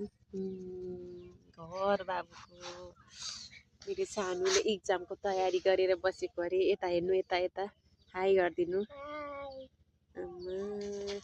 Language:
Nepali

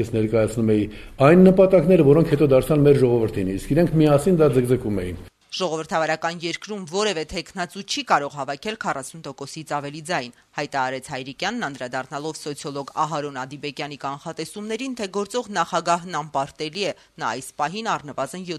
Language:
Armenian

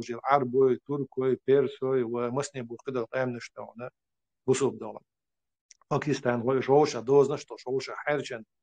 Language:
Chechen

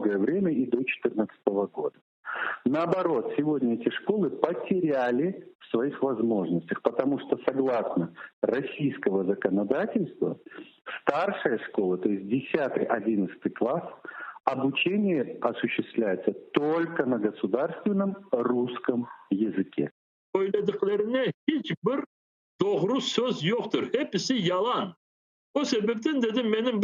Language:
Crimean Tatar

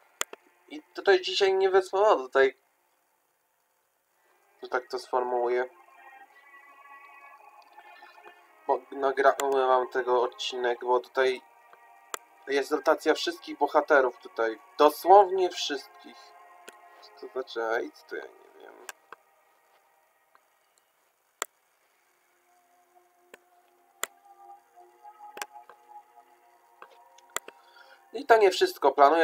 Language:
Polish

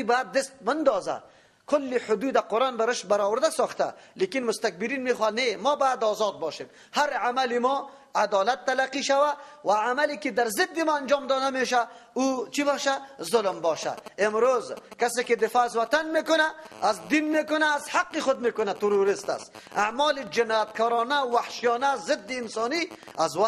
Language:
Persian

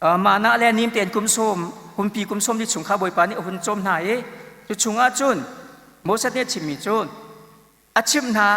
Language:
Hakha Chin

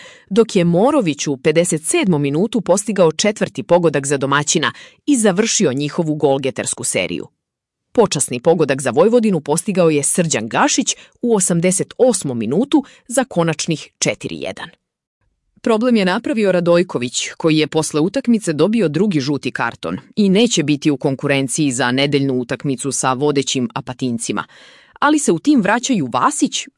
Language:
Serbian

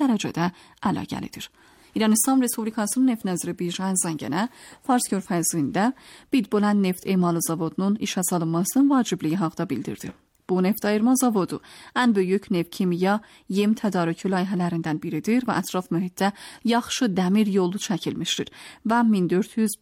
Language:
Azerbaijani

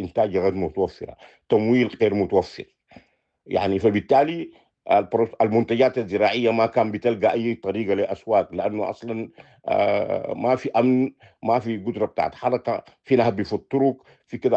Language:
Sudanese Arabic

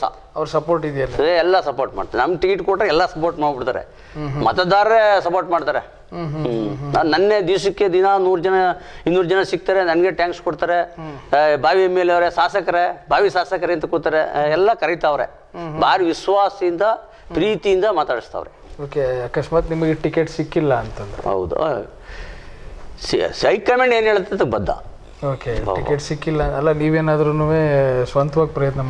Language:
Kannada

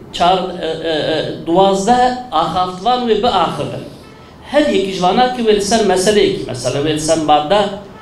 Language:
Kurdish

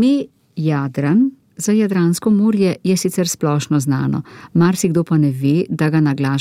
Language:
Slovenian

